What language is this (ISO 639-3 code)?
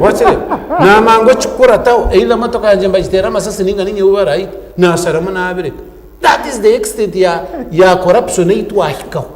nyn